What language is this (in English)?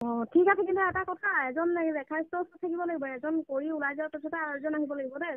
Assamese